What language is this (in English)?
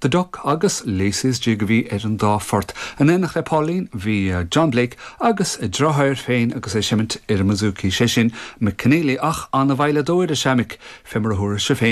Irish